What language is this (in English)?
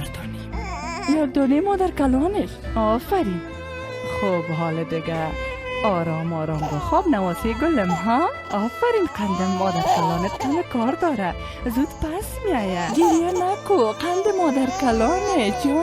Persian